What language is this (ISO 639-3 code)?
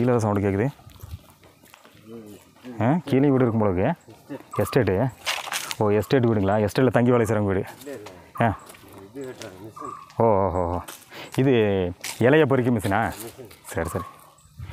tam